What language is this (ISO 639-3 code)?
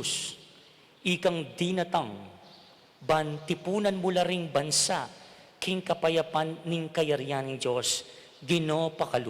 pam